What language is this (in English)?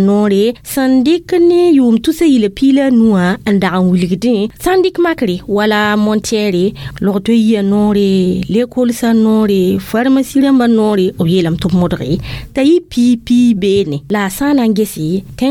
Mossi